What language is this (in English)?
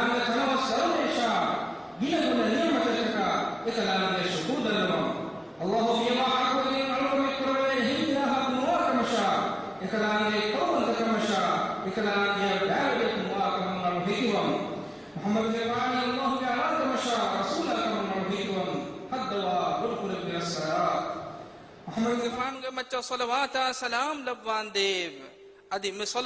Divehi